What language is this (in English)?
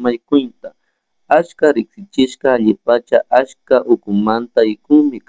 Chimborazo Highland Quichua